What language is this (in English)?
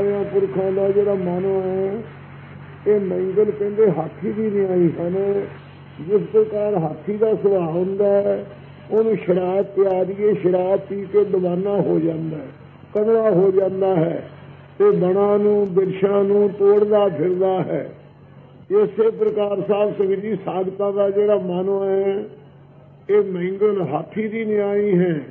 Punjabi